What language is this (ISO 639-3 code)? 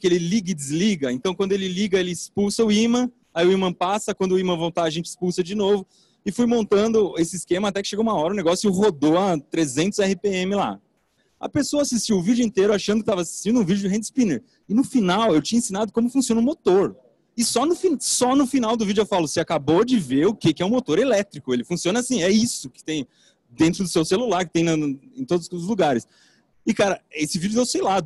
por